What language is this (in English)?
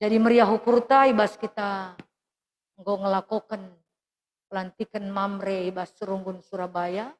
Batak Karo